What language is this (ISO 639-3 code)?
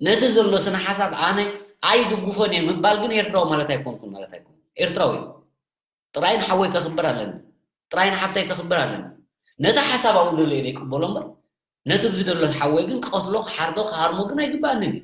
tir